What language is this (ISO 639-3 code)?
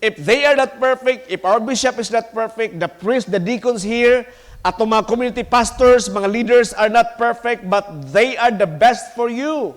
ceb